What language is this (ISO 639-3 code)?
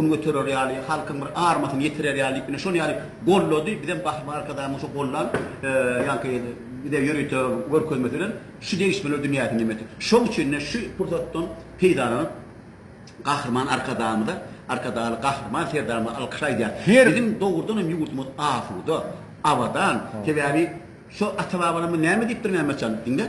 tuk